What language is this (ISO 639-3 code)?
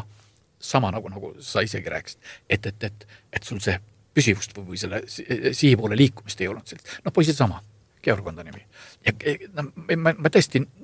est